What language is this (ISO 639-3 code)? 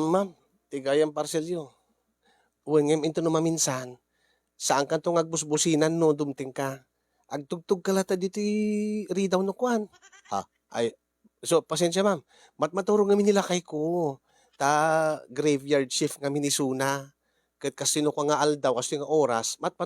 ilo